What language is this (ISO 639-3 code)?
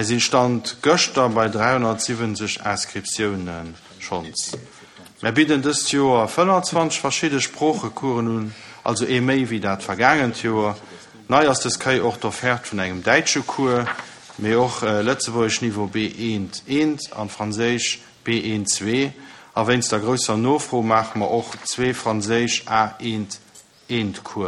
ltz